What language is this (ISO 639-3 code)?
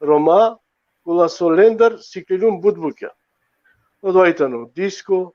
rmn